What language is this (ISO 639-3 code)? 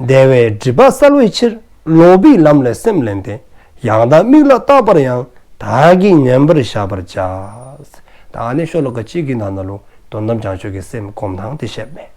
dzo